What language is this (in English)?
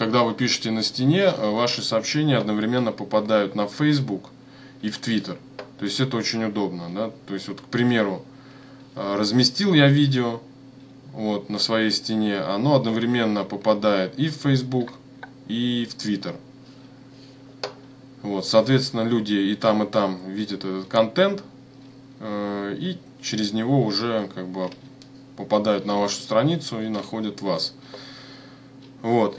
Russian